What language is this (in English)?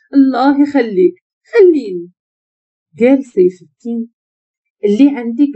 Moroccan Arabic